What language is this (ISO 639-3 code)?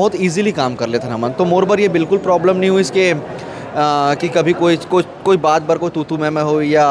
hne